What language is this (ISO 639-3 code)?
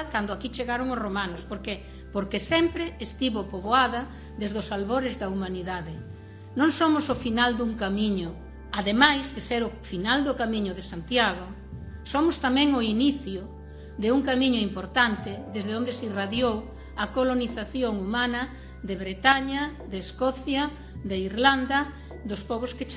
glg